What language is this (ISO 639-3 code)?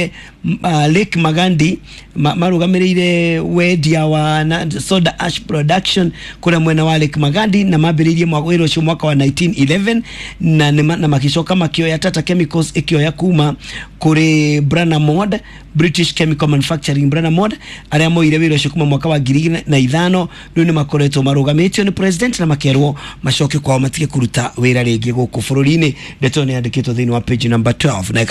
kik